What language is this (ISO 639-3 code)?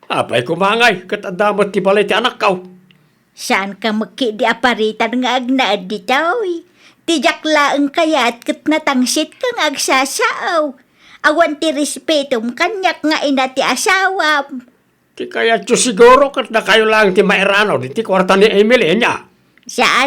ilo